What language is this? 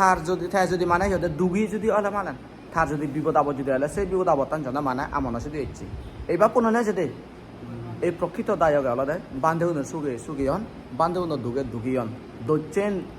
Chakma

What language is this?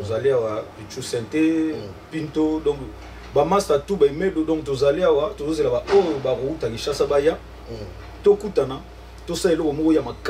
Lingala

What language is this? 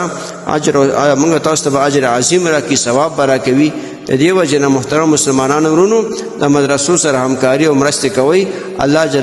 Pashto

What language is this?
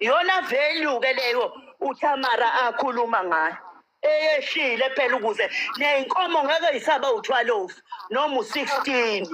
Zulu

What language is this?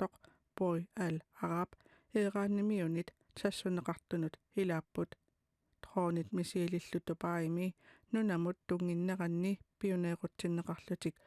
Kalaallisut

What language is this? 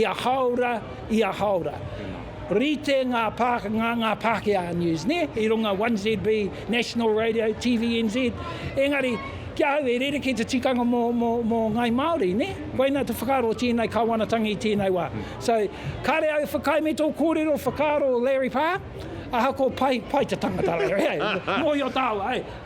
Māori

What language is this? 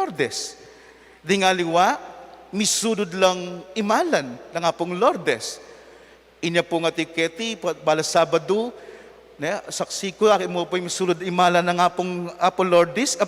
Pampanga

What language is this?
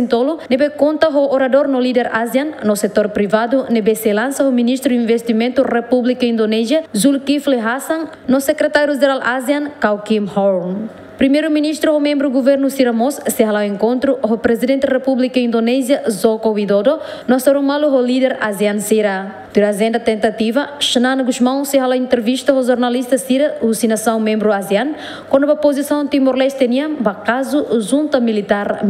Tetum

